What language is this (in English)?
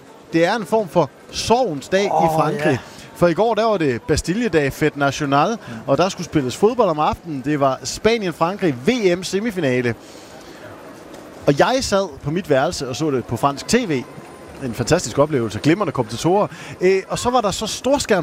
Danish